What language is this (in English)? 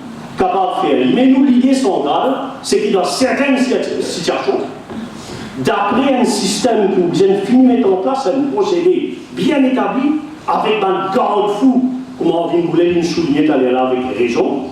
Morisyen